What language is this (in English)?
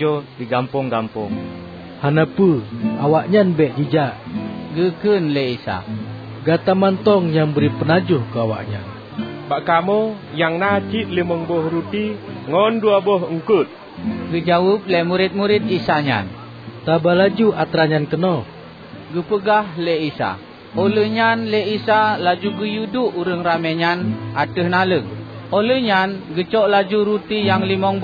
Achinese